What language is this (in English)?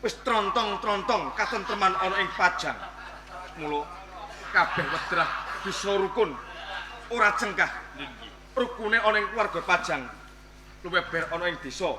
Javanese